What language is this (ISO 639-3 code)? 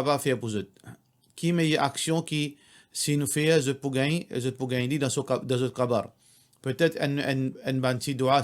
mfe